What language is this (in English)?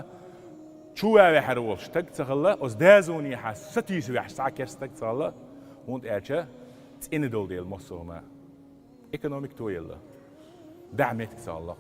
Chechen